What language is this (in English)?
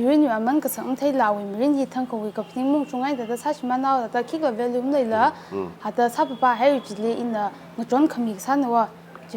Tangkhul Naga (India)